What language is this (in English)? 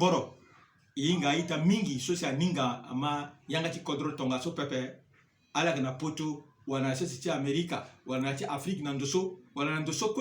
Sango